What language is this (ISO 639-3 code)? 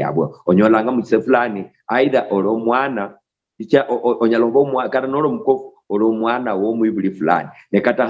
luy